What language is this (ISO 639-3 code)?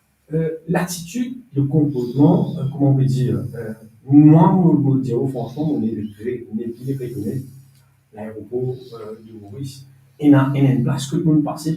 mfe